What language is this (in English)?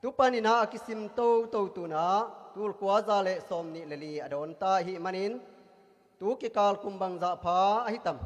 Tedim Chin